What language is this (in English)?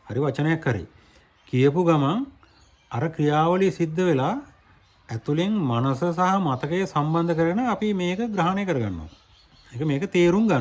Sinhala